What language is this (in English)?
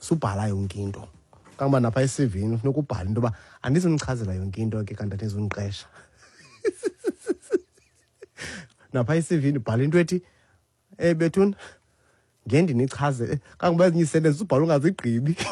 Xhosa